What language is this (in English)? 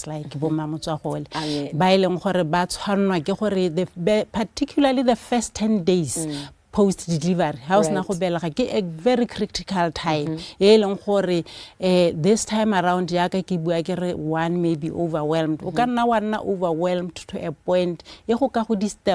Tswana